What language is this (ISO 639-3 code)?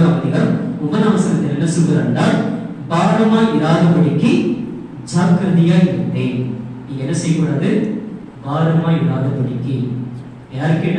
tam